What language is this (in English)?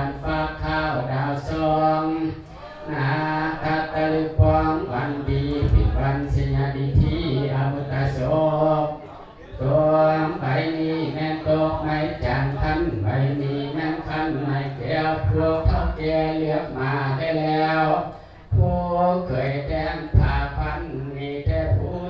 Lao